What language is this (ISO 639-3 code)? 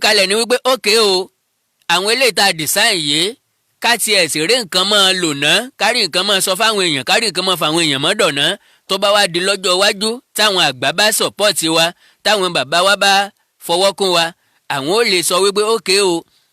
yor